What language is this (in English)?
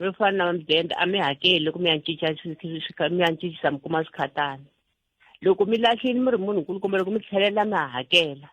Tsonga